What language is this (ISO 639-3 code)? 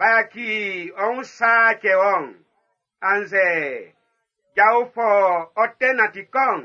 bci